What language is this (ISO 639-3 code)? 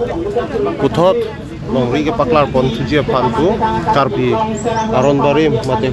mjw